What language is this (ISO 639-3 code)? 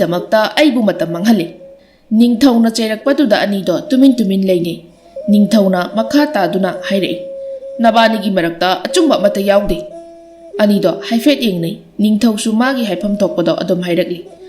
mni